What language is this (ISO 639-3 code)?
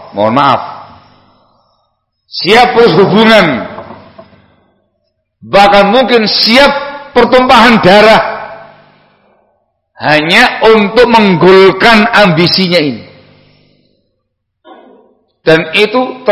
ind